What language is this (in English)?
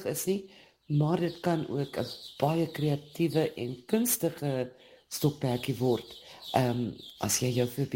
Afrikaans